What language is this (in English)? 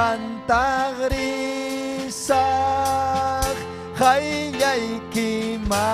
Ayacucho Quechua